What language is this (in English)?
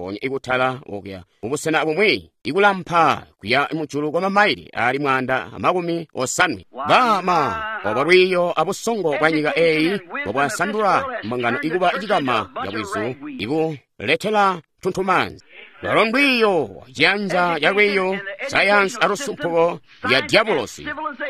Tonga (Zambia)